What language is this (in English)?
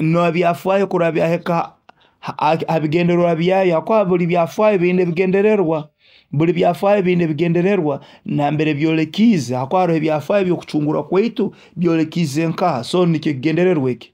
Nyoro